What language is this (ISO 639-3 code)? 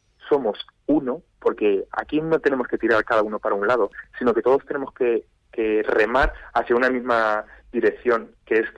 spa